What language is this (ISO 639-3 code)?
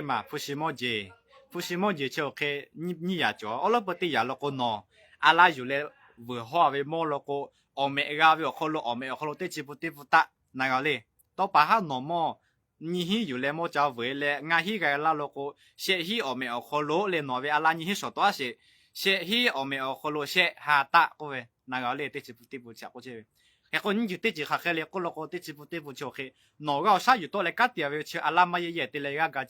lhu